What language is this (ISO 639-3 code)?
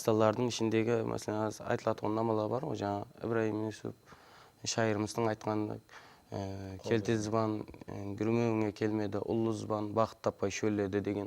kaa